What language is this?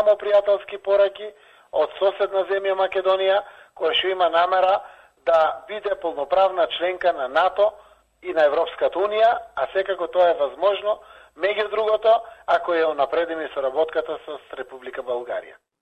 Macedonian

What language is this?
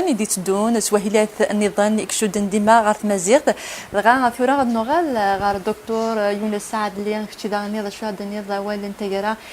Kabyle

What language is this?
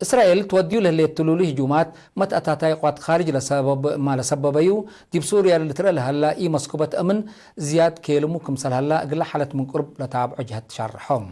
Tigre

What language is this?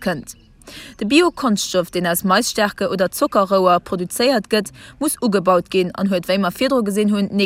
Luxembourgish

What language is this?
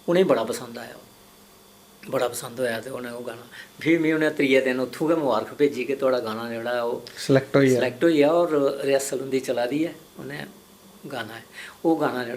Dogri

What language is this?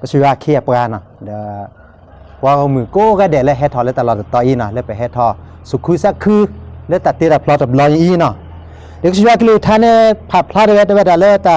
S'gaw Karen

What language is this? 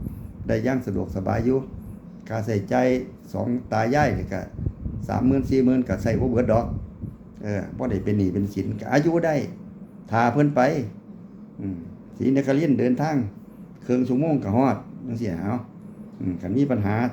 Northeastern Thai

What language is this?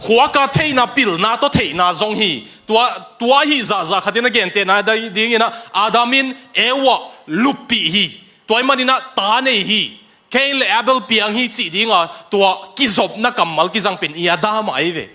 Tedim Chin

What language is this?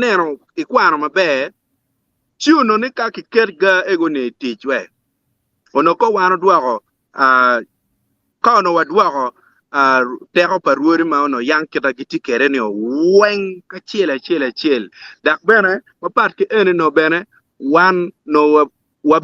Acoli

